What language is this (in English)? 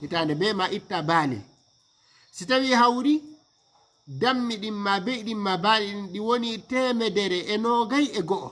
Fula